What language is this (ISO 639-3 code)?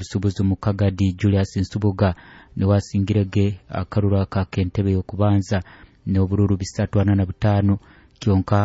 nyo